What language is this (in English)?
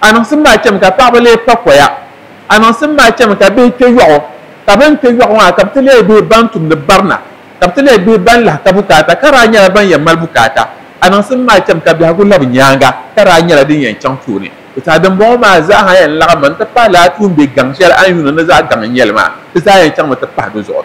Dagbani